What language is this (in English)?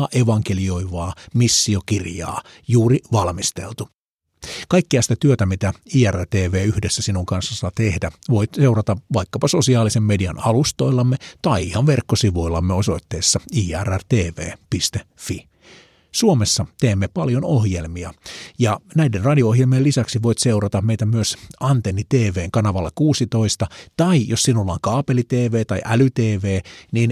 Finnish